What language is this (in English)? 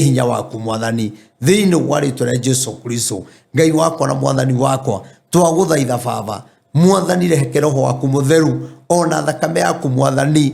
Kikuyu